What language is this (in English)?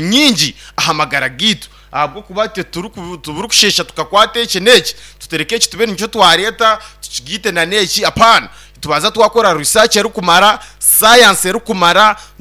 Nyankole